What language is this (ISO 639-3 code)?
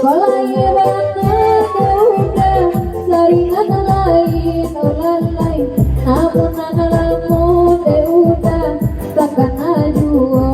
min